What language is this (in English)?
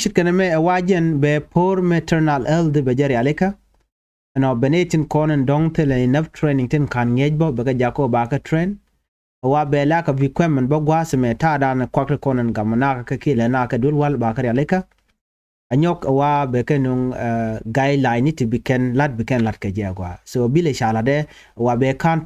Nuer